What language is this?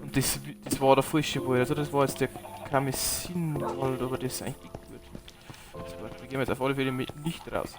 Bavarian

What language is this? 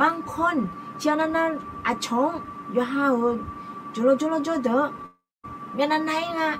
Akha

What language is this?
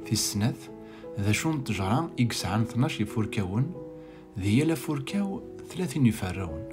Kabyle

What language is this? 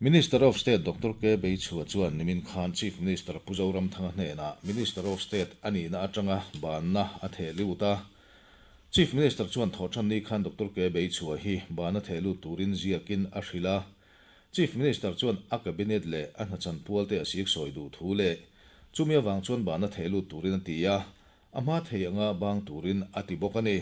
Mizo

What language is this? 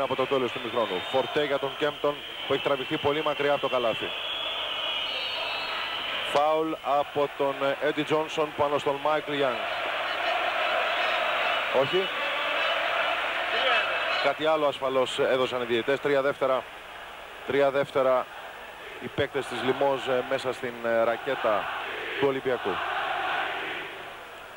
Greek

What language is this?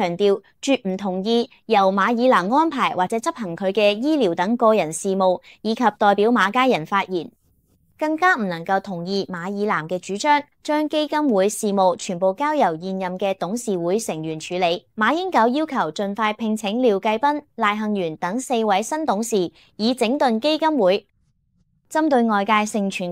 Cantonese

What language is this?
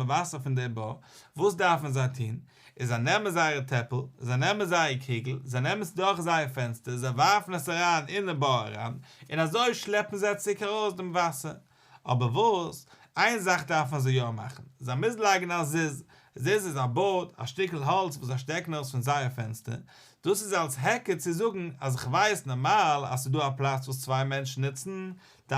Yiddish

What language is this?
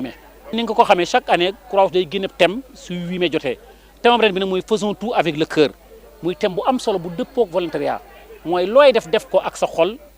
Wolof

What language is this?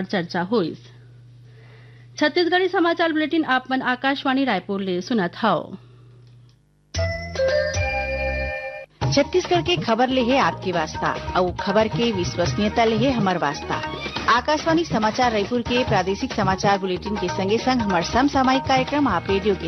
Chhattisgarhi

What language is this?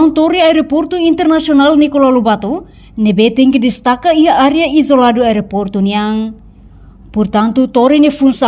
Tetum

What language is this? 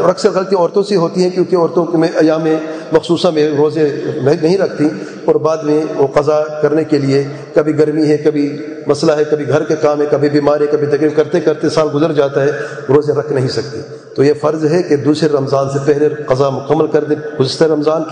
Urdu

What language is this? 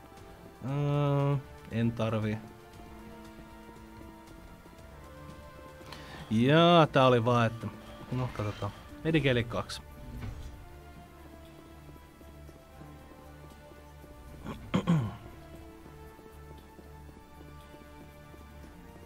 Finnish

